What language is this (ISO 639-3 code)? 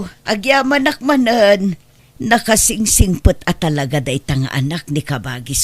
ilo